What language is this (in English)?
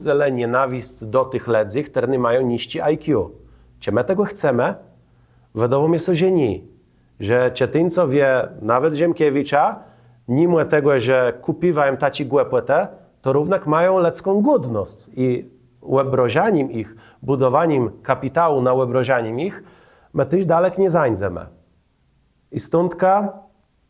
Kashubian